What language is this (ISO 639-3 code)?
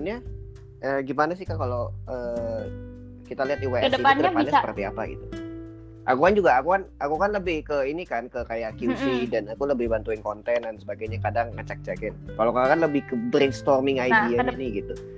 ind